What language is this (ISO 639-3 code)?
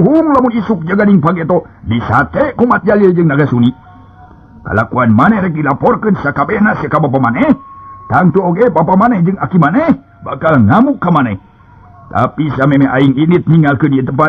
sun